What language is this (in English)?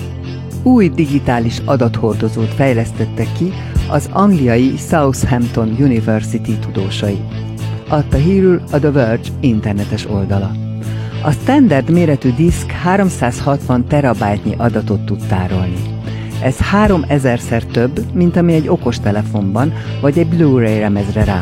Hungarian